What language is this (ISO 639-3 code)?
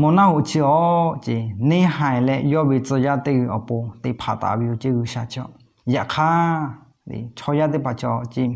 lhu